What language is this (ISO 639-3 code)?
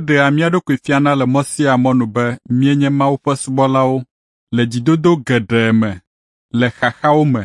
ewe